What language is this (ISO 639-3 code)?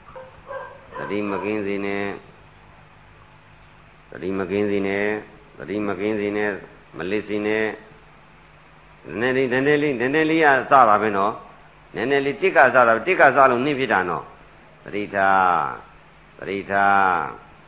mya